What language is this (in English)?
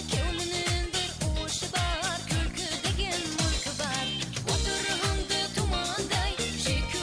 Kara-Kalpak